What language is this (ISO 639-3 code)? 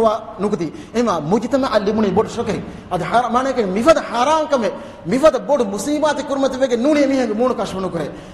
div